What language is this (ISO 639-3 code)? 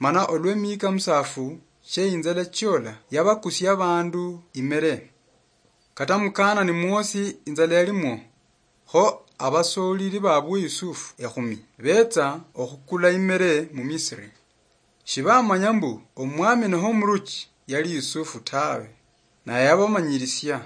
luy